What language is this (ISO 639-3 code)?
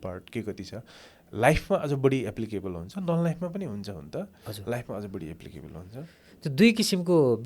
nep